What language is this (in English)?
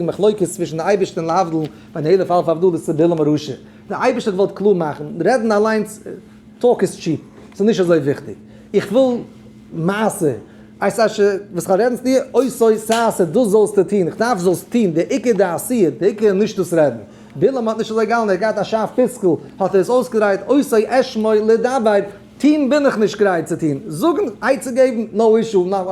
Yiddish